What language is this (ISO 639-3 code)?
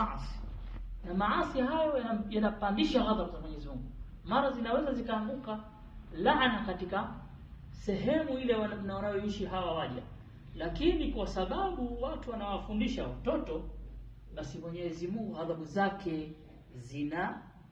swa